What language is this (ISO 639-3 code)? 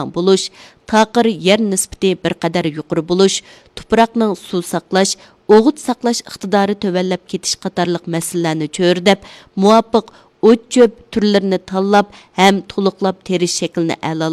uig